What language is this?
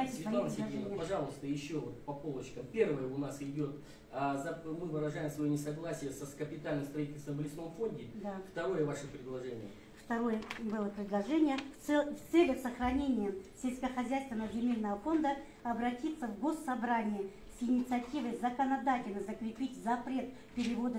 Russian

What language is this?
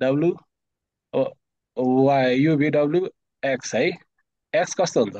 Nepali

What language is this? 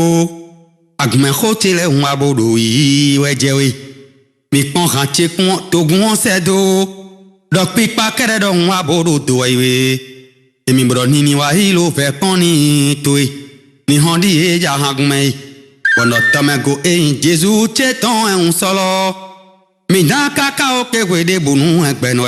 Fon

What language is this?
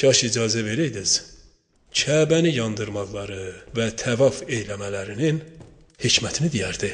Azerbaijani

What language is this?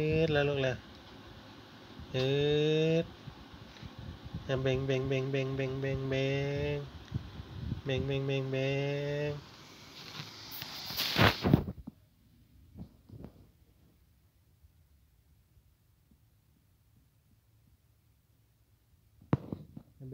Thai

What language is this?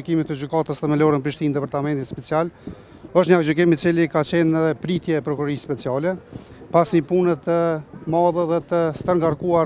Albanian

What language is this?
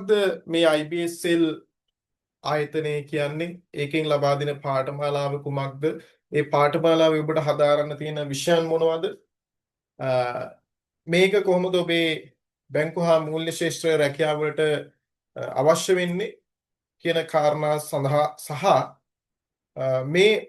Sinhala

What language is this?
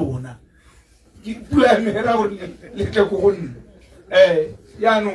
Tswana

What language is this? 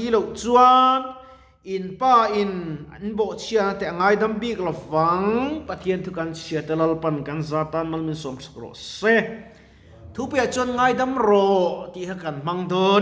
Mizo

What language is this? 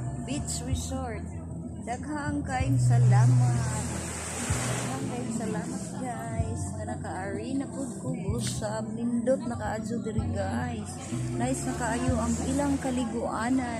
Cebuano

